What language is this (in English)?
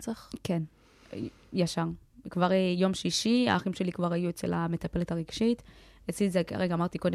Hebrew